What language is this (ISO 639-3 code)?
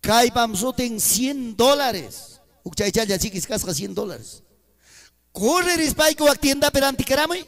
quy